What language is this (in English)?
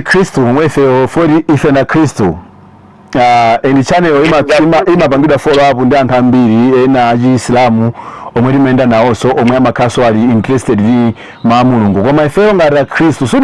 Nyanja